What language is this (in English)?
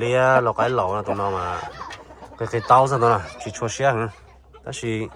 Hmong